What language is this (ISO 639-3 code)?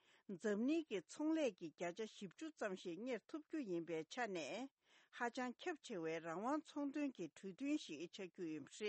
bod